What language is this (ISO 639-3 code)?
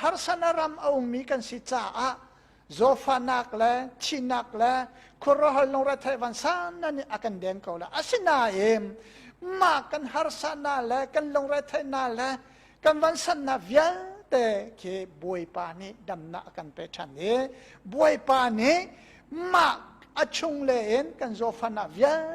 cnh